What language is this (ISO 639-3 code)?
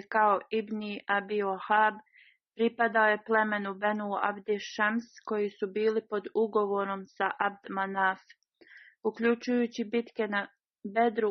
bos